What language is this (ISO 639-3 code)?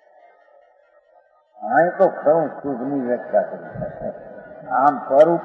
guj